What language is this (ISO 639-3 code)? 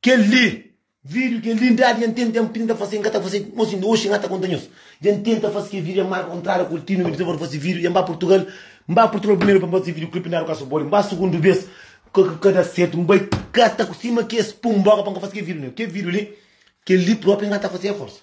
kea